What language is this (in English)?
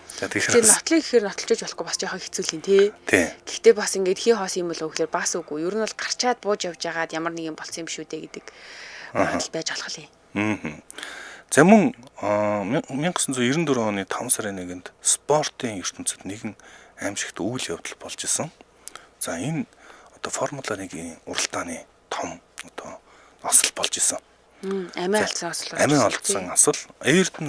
Mongolian